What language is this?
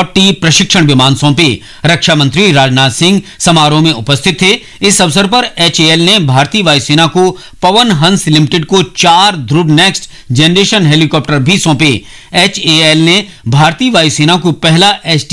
Hindi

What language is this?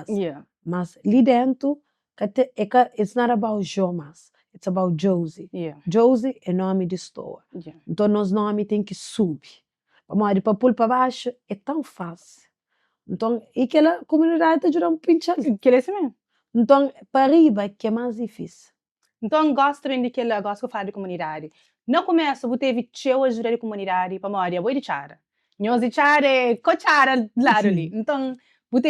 Kabuverdianu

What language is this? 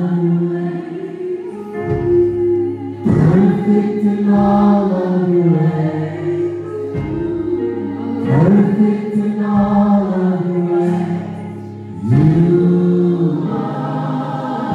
English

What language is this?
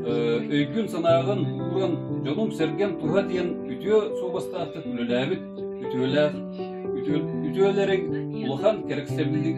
Yakut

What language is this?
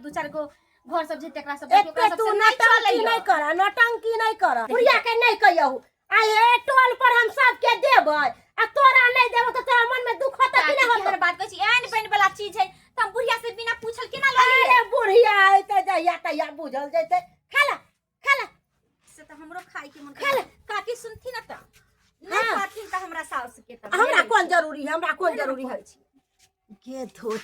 Maithili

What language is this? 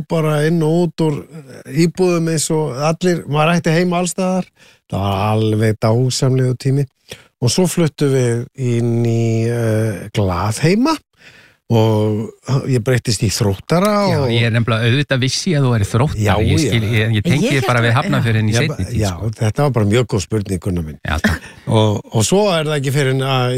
Icelandic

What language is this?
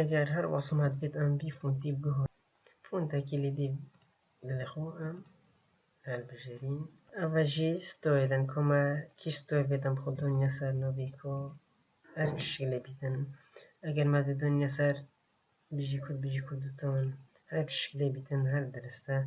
Kurdish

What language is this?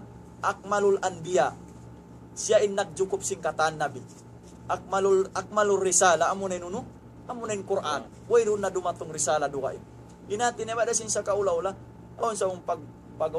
Tausug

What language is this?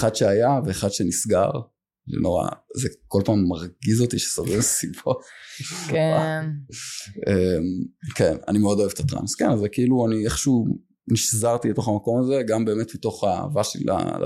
Hebrew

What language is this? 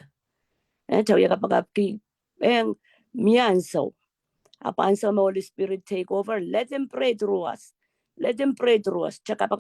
Pohnpeian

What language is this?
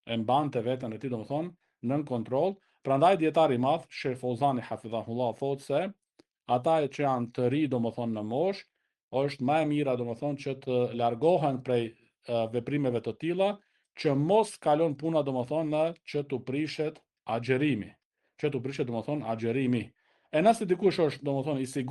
Albanian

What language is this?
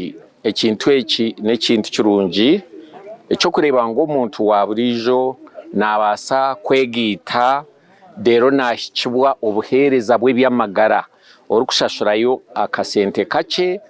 Nyankole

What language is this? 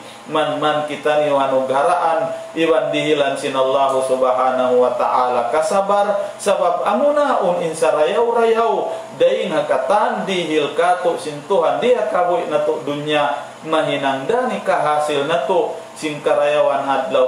Tausug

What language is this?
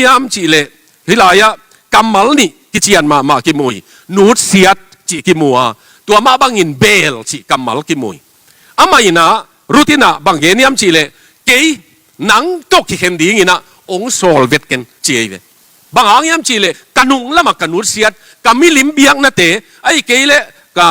Tedim Chin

